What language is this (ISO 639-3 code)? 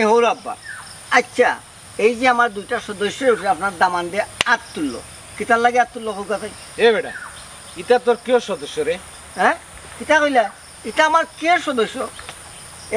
syl